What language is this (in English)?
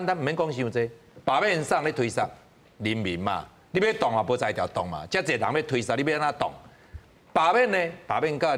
Min Nan Chinese